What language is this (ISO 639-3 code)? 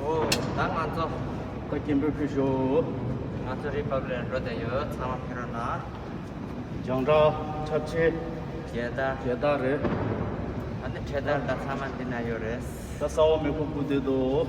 bod